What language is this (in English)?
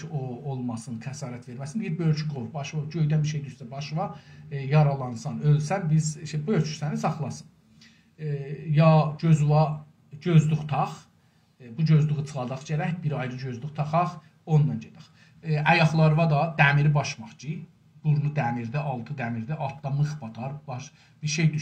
South Azerbaijani